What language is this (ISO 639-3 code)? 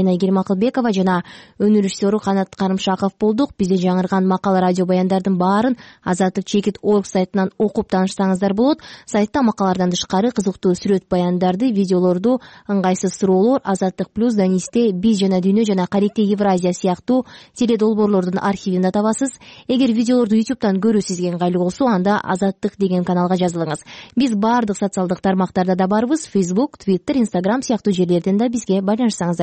kir